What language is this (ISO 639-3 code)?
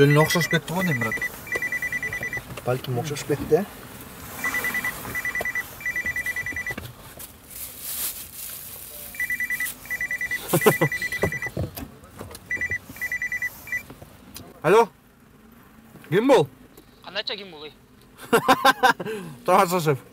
kir